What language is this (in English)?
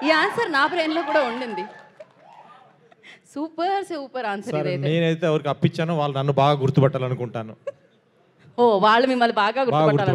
Telugu